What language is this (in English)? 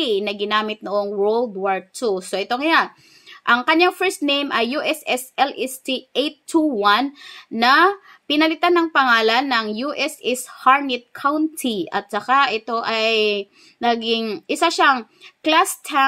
Filipino